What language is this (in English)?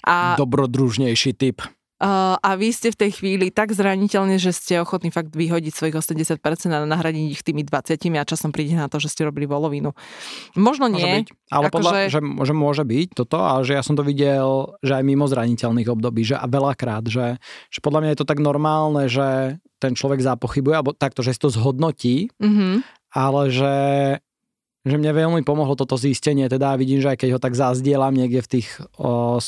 Slovak